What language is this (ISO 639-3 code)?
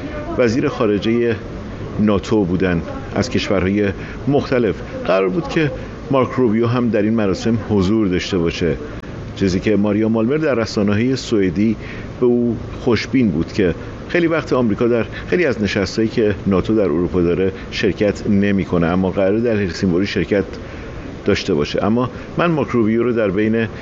fas